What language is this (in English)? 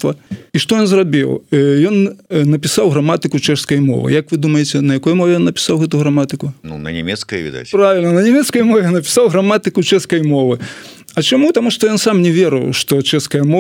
Belarusian